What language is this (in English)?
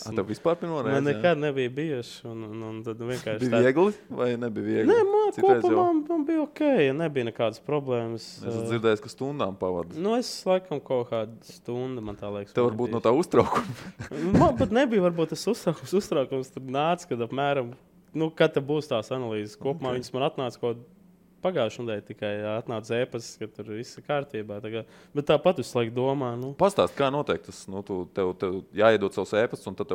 Latvian